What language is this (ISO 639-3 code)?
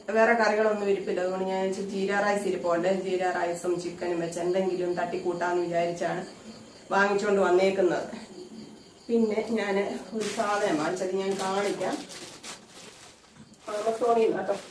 mal